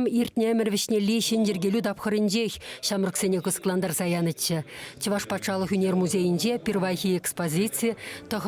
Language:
Chuvash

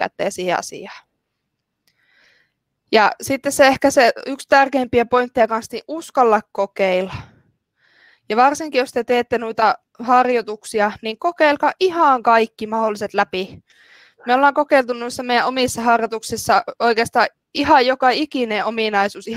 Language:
Finnish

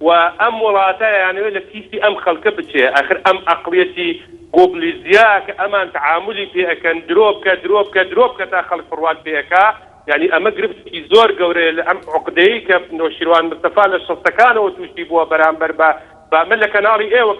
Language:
Central Kurdish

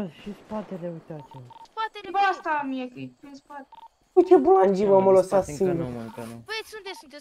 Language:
Romanian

